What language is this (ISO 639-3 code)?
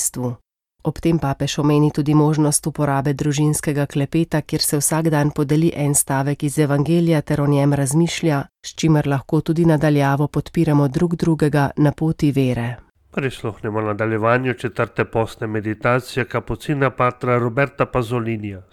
slv